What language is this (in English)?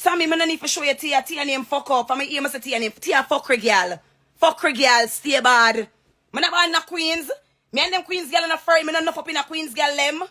Jamaican Creole English